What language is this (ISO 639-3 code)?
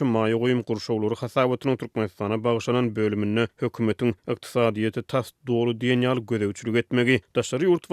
tuk